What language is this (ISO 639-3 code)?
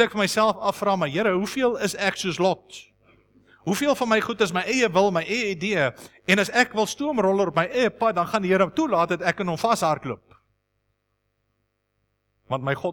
afr